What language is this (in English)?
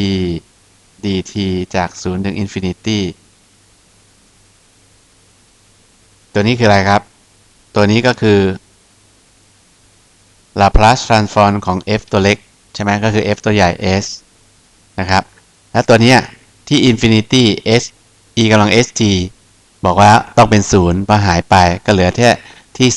Thai